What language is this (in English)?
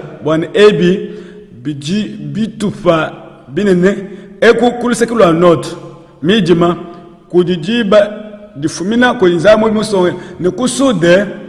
Luba-Lulua